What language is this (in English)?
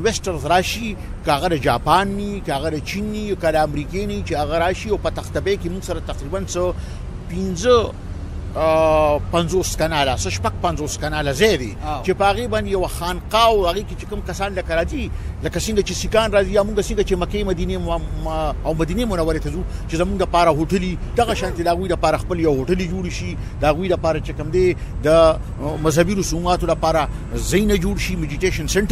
Pashto